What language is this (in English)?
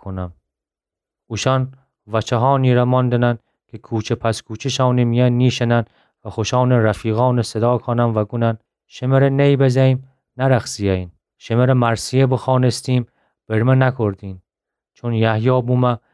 Gilaki